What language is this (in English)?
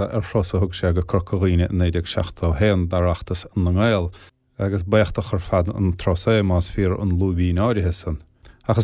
Irish